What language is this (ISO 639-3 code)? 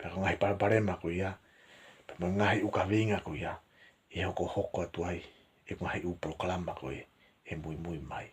ton